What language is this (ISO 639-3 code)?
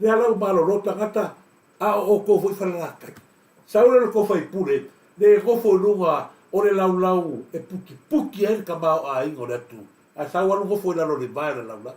smo